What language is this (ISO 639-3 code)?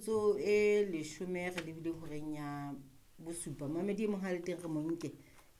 sot